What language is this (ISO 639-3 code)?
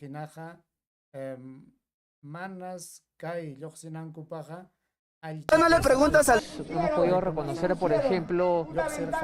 quy